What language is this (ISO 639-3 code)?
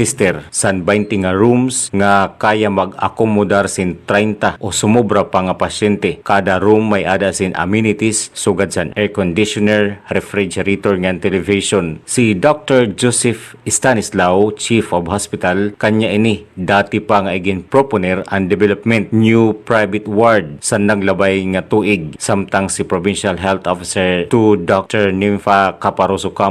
war